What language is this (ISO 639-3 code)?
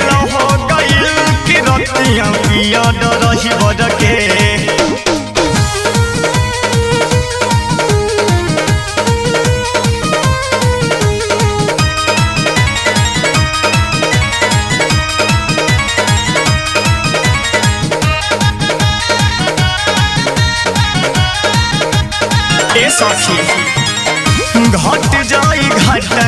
bho